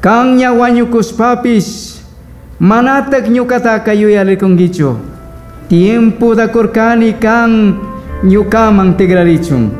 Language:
Chimborazo Highland Quichua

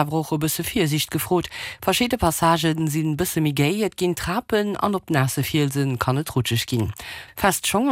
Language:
Luxembourgish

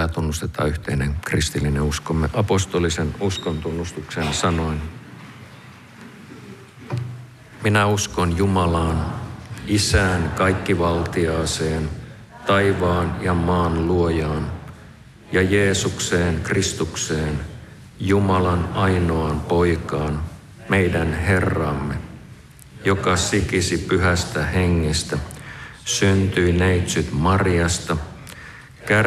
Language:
Finnish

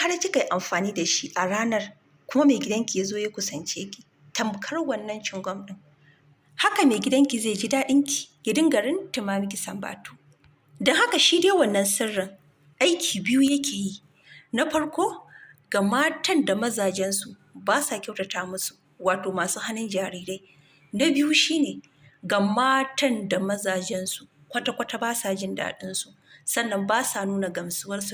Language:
Hausa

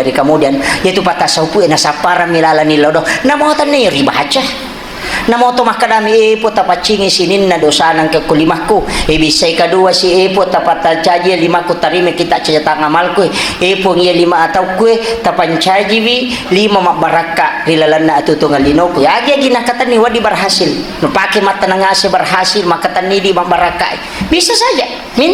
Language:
Buginese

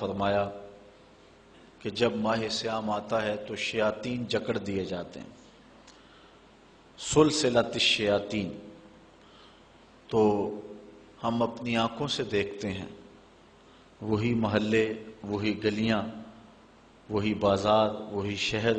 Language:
Urdu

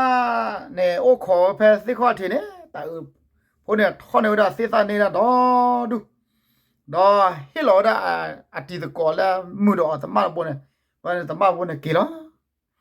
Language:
S'gaw Karen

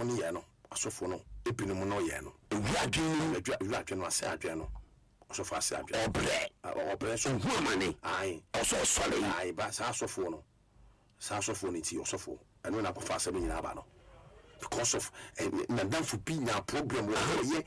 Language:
Akan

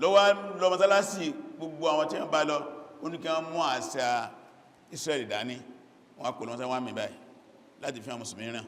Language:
Yoruba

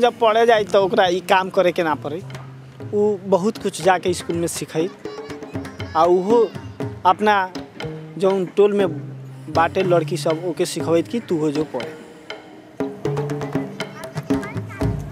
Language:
Bhojpuri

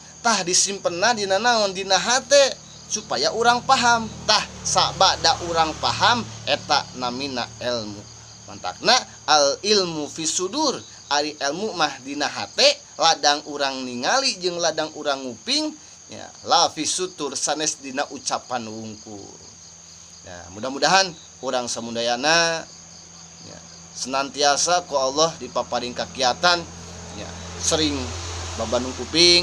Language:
Sundanese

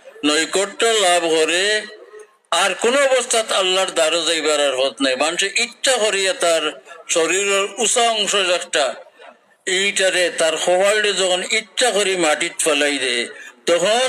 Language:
Sylheti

